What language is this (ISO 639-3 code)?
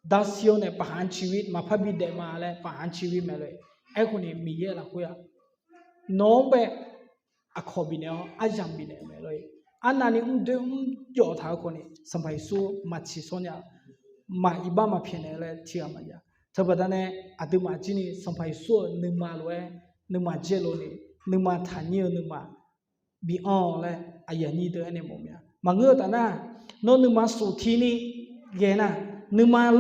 ahk